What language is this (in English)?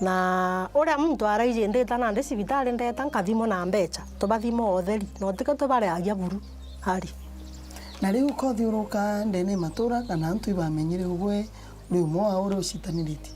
Meru